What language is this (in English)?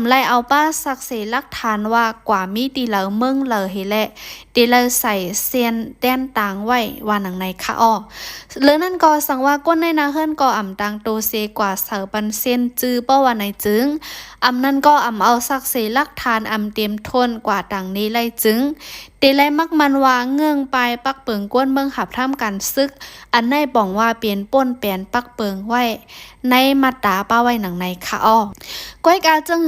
Shan